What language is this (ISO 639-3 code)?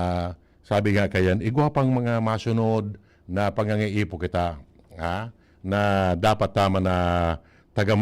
bik